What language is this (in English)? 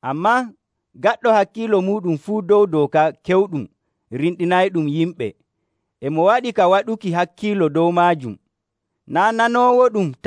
Nigerian Fulfulde